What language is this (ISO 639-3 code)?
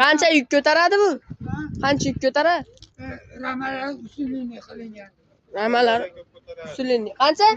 uzb